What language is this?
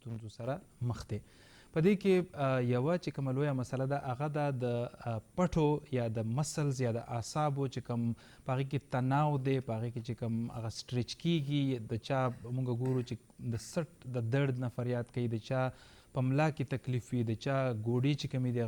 Pashto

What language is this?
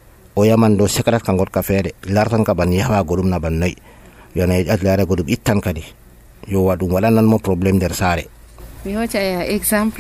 Nigerian Fulfulde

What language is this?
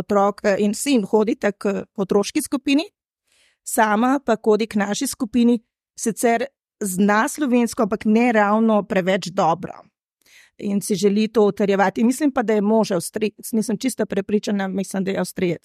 Slovenian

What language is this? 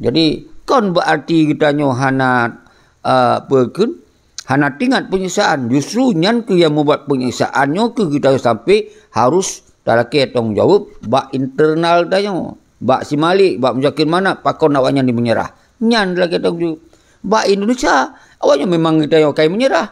Achinese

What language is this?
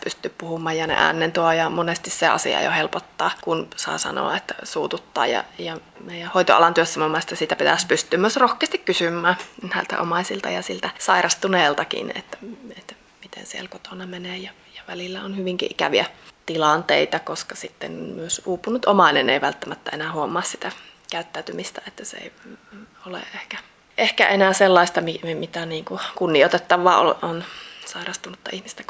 Finnish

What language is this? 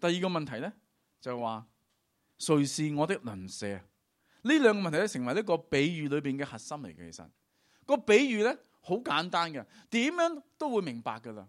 Cantonese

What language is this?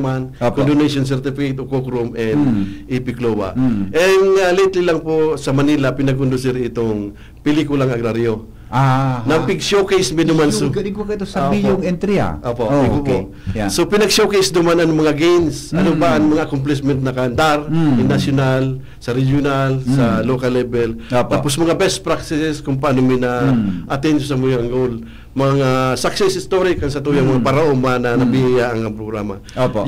Bikol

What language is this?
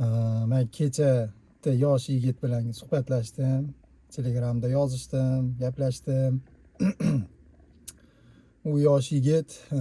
Uzbek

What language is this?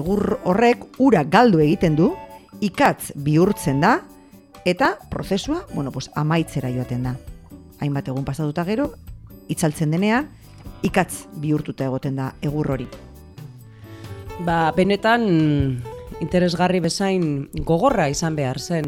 Basque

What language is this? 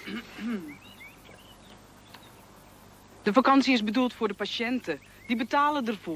Dutch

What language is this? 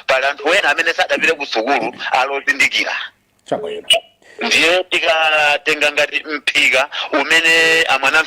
Nyanja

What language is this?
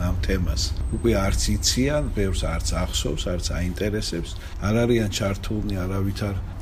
Georgian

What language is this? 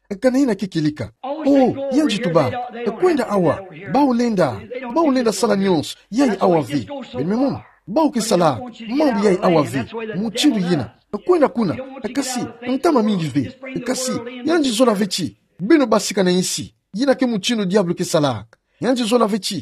Kituba (Democratic Republic of Congo)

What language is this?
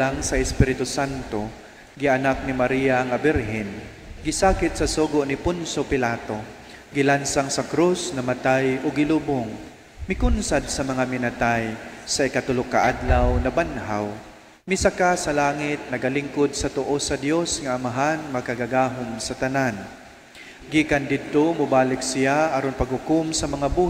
Cebuano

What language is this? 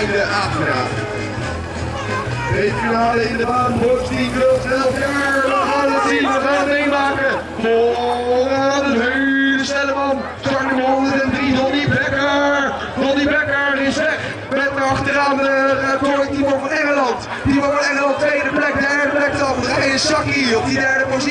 Dutch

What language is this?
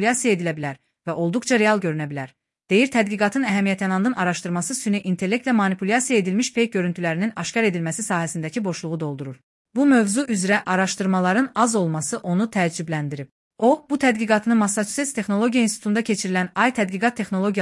Azerbaijani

